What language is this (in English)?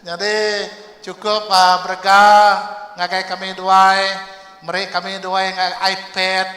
Iban